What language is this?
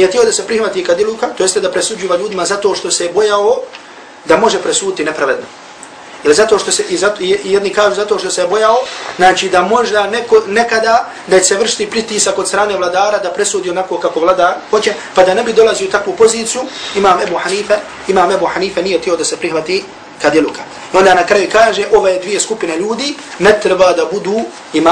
Bosnian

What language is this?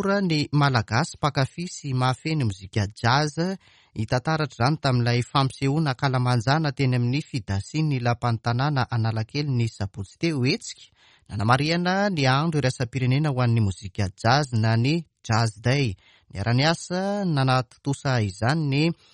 Malagasy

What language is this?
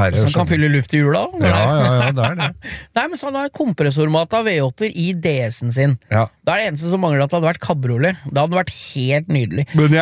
Norwegian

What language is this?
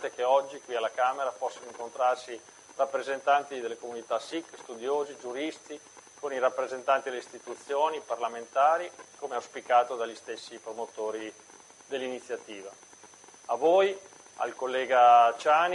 Italian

